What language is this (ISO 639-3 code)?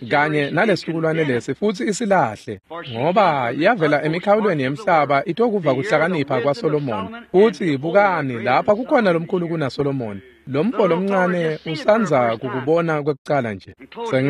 ssw